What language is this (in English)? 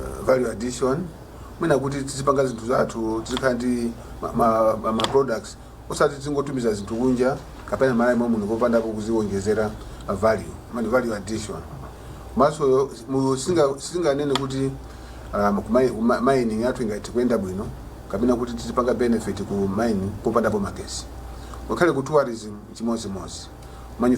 Nyanja